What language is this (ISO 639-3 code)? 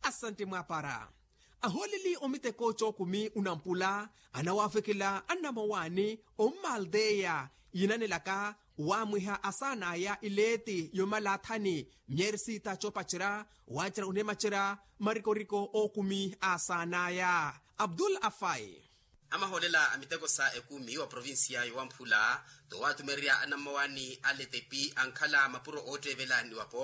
vmw